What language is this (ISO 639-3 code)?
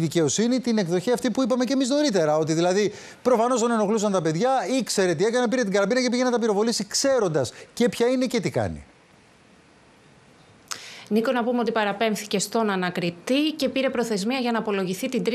ell